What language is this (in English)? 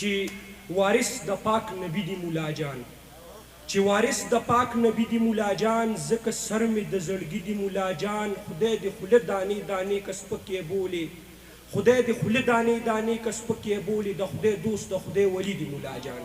Pashto